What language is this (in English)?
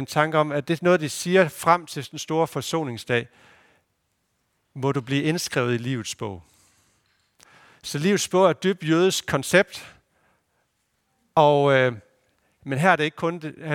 Danish